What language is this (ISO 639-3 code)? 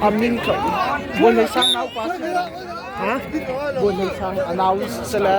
cnh